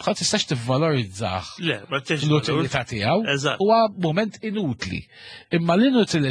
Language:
Maltese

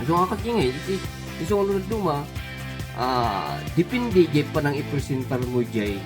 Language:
Iloko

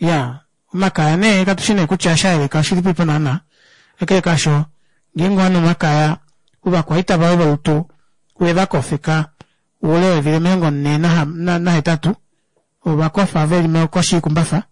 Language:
Kuanyama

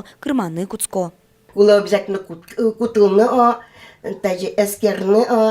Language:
Udmurt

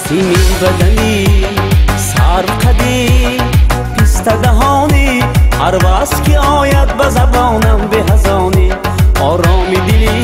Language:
Tajik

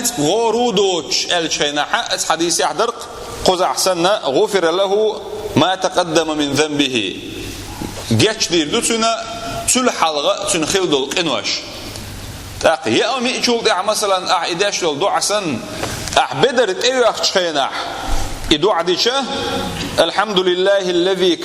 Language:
Chechen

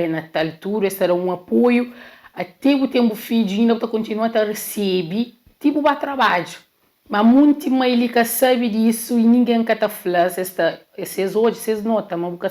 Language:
Kabuverdianu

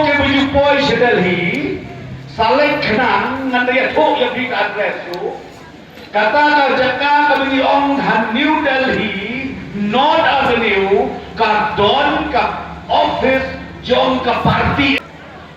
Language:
Khasi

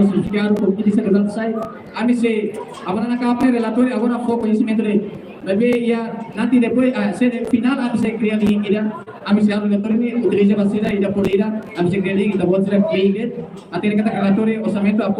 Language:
Tetum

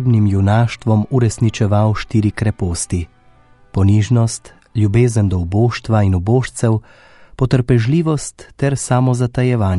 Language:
Slovenian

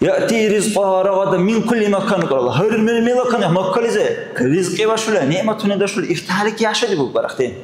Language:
Dargwa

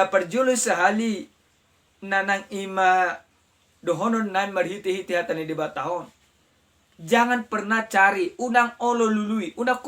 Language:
Batak Toba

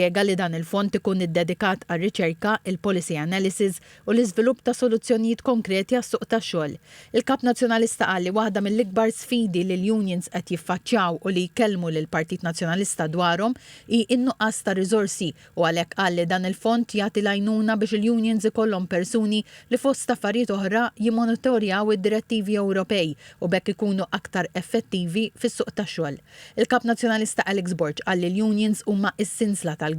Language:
Maltese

